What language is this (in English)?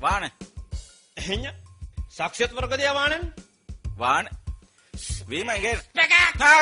Divehi